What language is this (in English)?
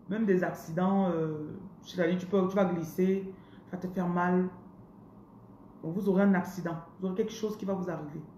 French